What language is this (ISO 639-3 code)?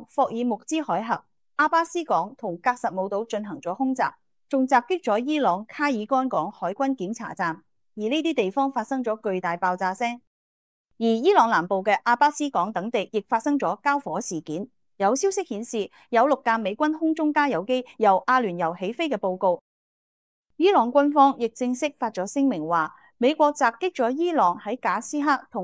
yue